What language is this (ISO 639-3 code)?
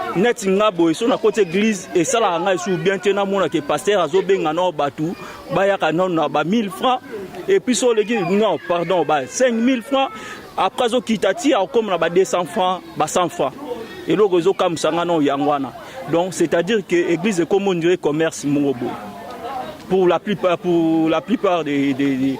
lin